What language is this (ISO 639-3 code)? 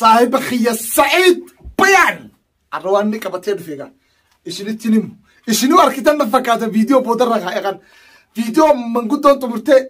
orm